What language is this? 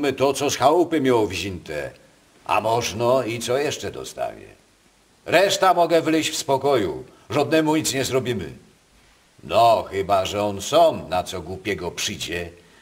Silesian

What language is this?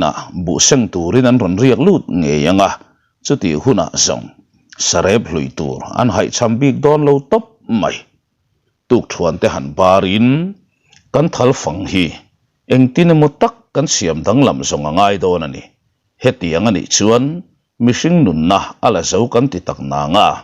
Mizo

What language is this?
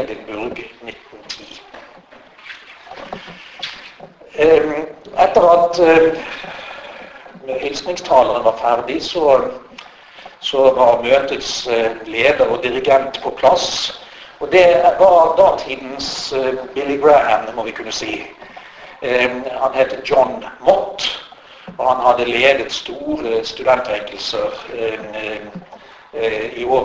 Norwegian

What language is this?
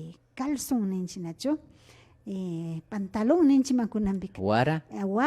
Imbabura Highland Quichua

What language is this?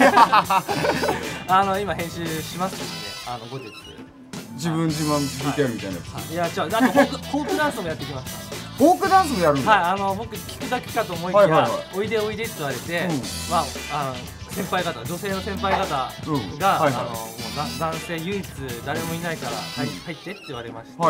Japanese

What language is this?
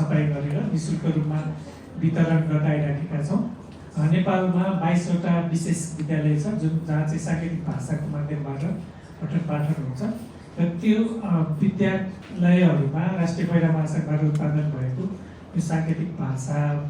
Nepali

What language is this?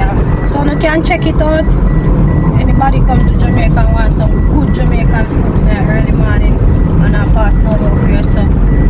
Jamaican Creole English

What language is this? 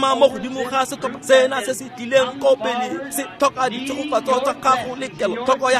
Tswana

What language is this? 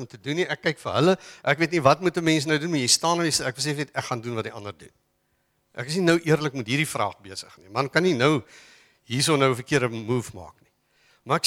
Afrikaans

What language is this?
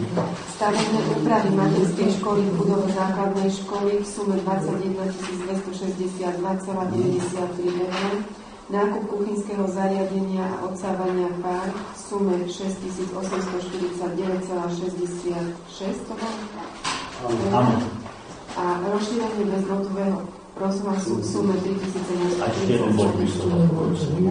Slovak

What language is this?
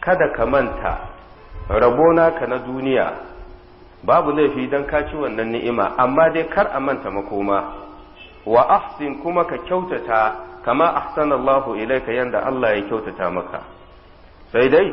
Hausa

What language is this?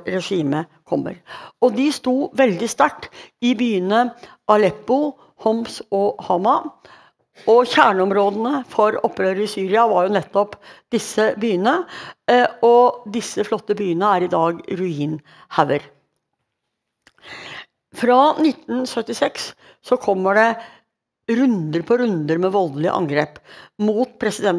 Norwegian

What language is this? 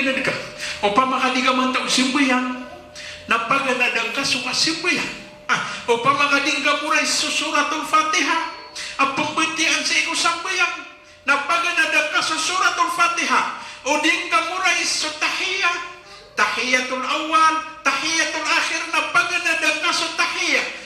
Maranao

